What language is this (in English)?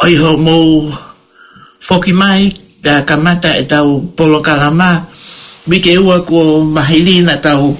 Tongan